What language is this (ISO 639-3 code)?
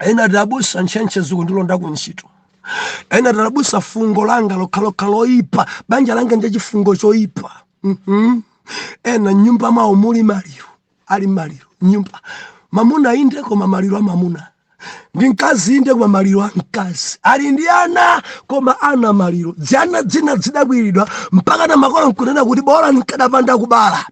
nya